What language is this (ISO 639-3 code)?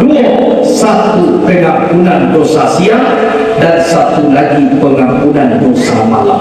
min